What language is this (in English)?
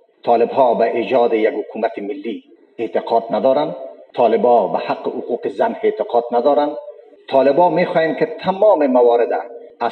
Persian